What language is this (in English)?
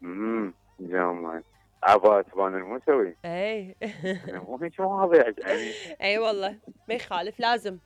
Mesopotamian Arabic